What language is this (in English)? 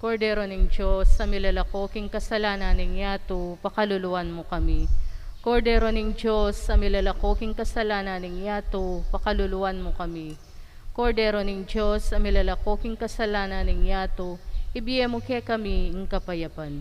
Pampanga